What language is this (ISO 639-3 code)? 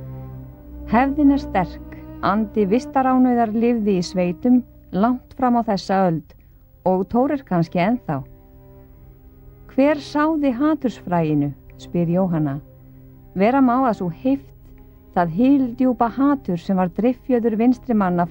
isl